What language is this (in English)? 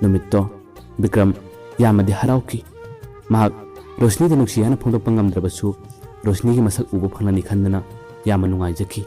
Manipuri